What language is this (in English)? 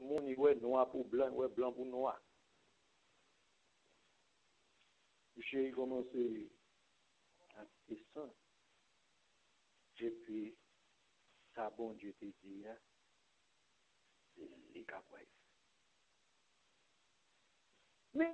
French